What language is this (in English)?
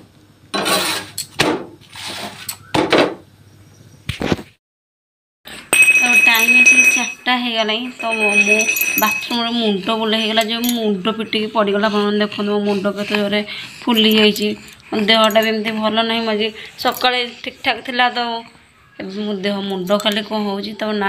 Odia